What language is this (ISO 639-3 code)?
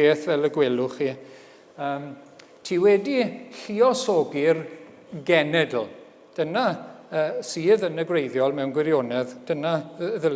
cym